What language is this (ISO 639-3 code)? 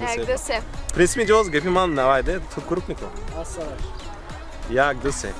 tgk